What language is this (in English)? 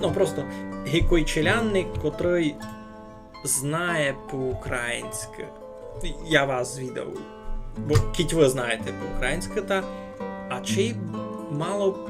Rusyn